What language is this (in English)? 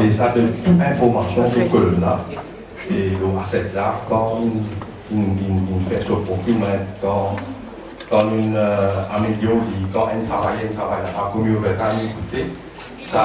Morisyen